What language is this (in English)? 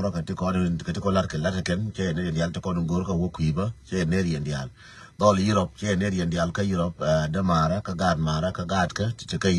Nuer